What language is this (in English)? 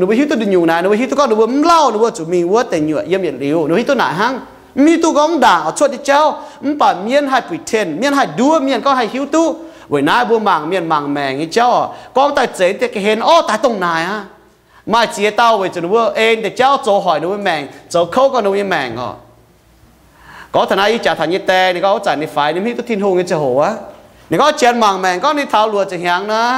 Iu Mien